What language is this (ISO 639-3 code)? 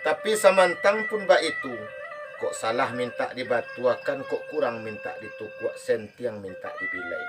min